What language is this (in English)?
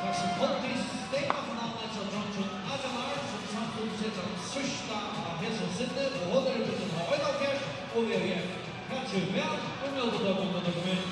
Faroese